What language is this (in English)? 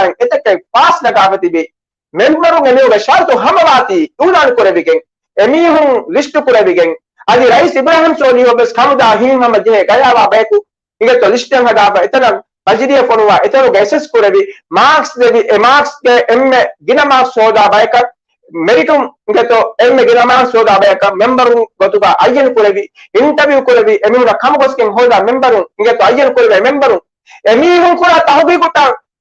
Divehi